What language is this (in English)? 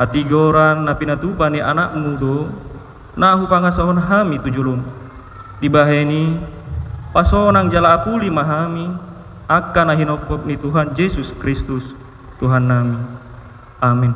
Batak Toba